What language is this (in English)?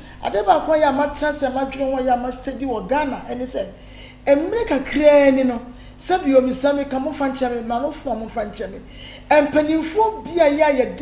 Akan